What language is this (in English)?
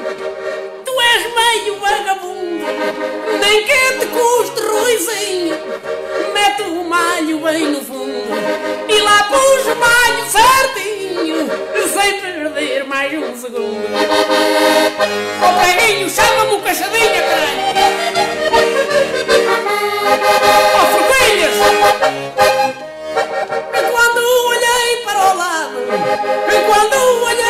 Portuguese